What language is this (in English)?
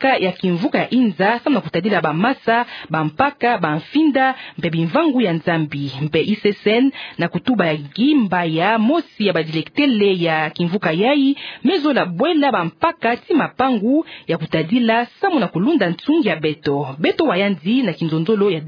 Kituba (Democratic Republic of Congo)